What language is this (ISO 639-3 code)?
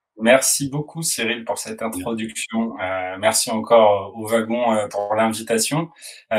fra